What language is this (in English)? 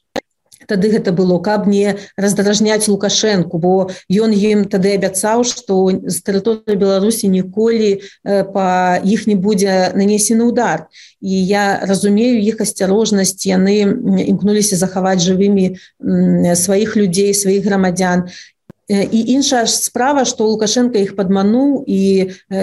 Belarusian